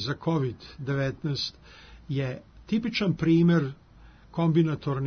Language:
Serbian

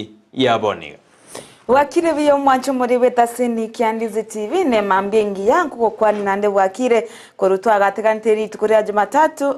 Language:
Gusii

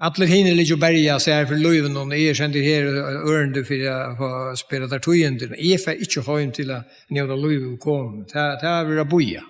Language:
Faroese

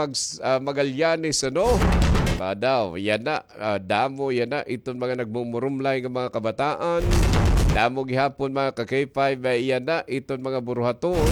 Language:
Waray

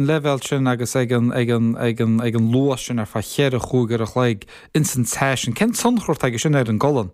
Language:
Irish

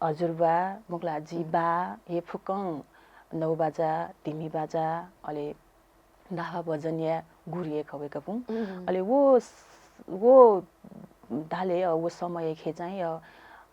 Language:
Newari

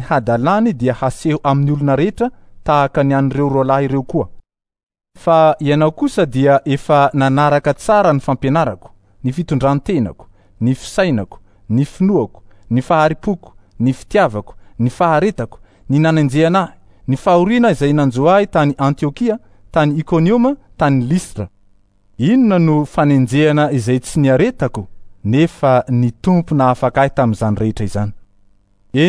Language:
Malagasy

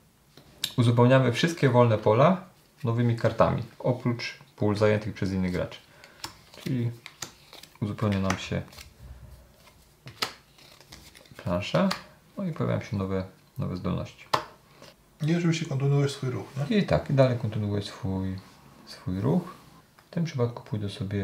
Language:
Polish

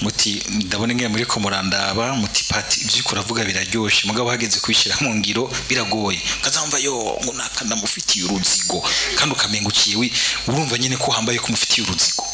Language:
Rundi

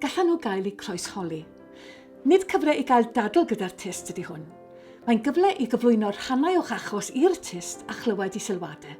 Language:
Welsh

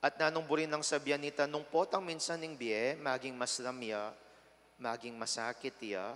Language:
Pampanga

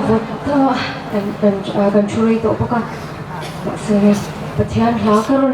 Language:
Hmar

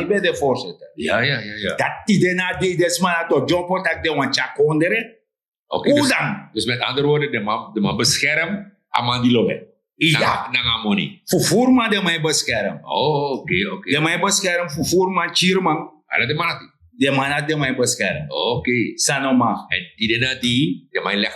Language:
Sranan Tongo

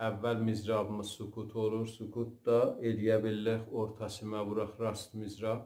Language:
South Azerbaijani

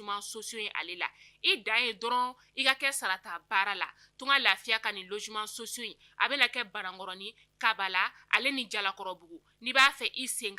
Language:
Bambara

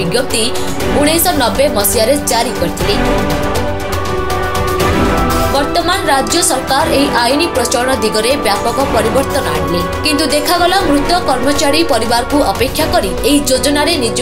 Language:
Odia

